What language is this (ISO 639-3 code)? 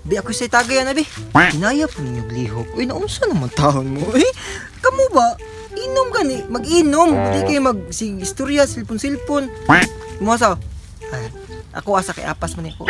ceb